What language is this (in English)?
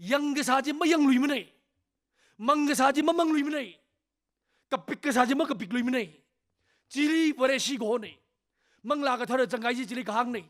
Tangkhul Naga (India)